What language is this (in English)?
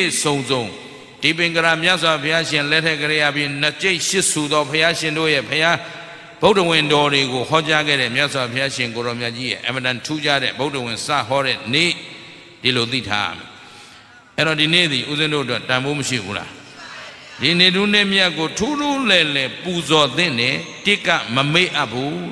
Burmese